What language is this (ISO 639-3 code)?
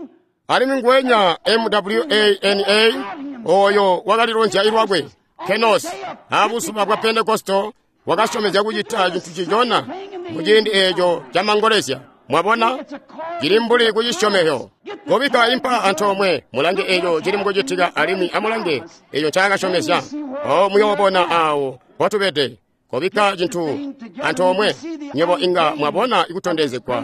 toi